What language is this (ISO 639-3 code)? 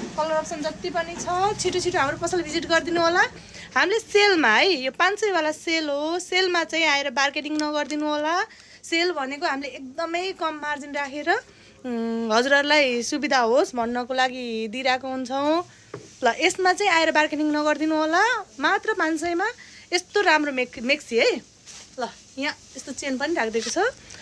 nep